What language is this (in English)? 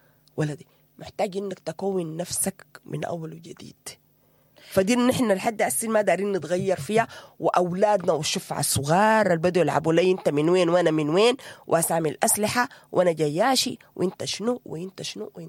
Sudanese Arabic